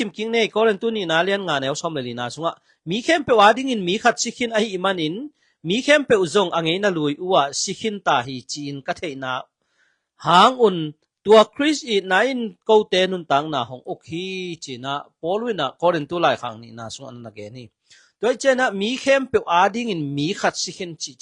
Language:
Tedim Chin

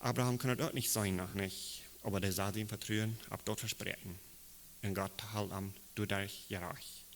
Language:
Plautdietsch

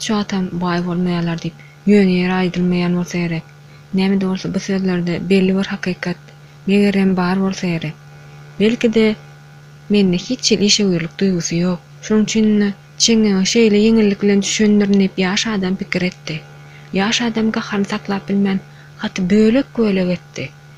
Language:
Turkmen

